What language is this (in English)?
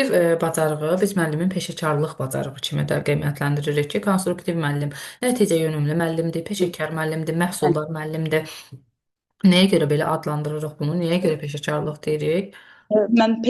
Azerbaijani